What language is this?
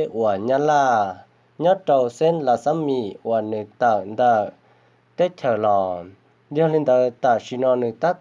Hmong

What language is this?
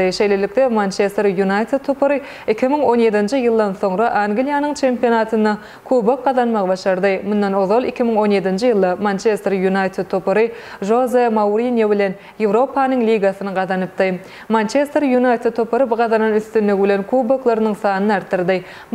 Turkmen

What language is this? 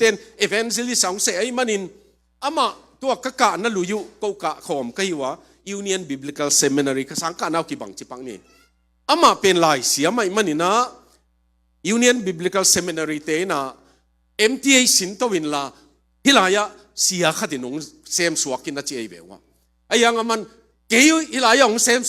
Tedim Chin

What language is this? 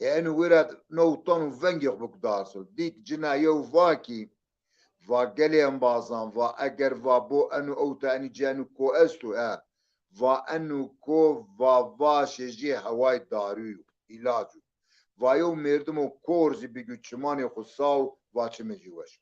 Zaza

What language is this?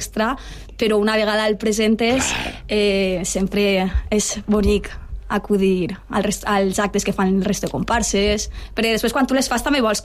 Catalan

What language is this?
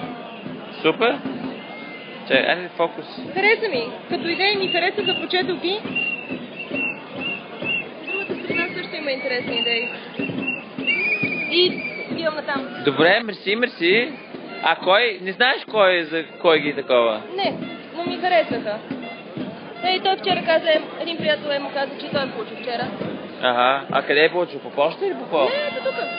Bulgarian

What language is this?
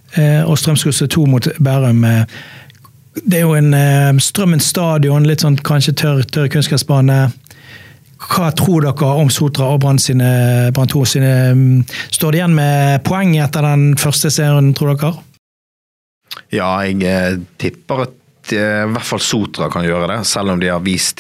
Norwegian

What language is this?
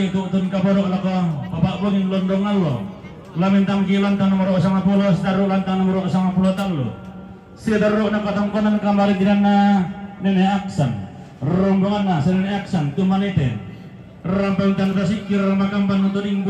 Toraja-Sa'dan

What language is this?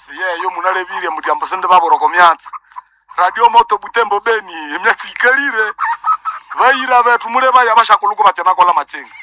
Nande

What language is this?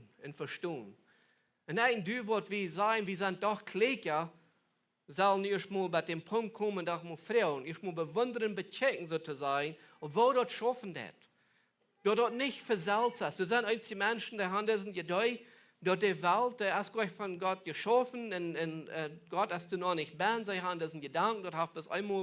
Plautdietsch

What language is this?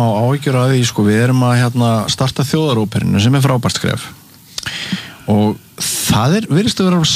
Icelandic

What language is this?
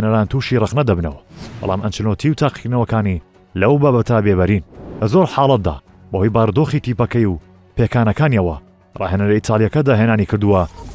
Central Kurdish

